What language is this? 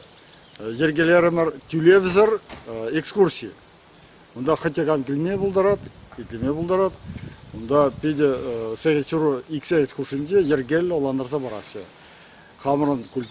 Chuvash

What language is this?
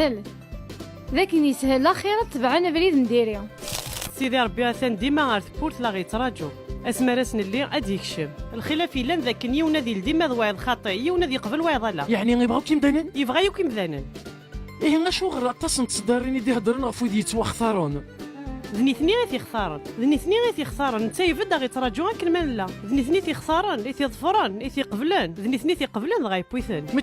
Kabyle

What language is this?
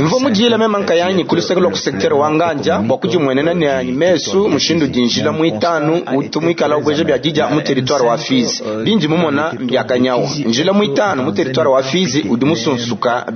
Luba-Lulua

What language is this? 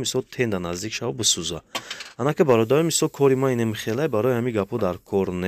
Tajik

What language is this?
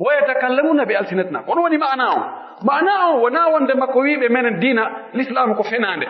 Pular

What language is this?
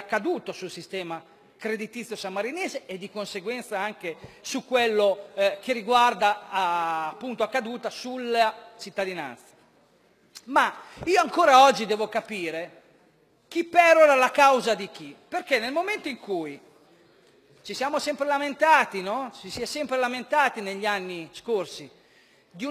Italian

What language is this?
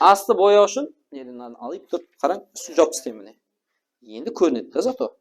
Kara-Kalpak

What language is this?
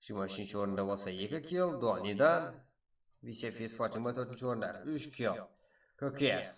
Kara-Kalpak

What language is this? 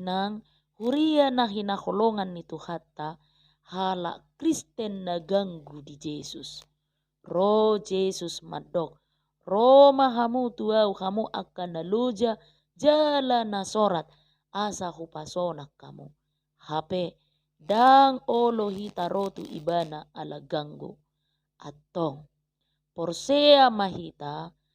Batak Toba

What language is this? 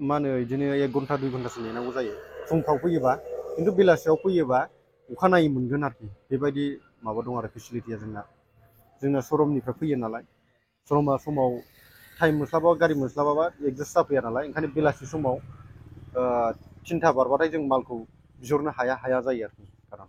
Bodo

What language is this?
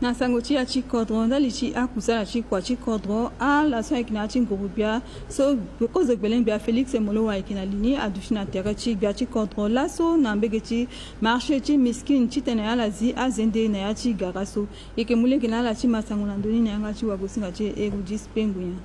Sango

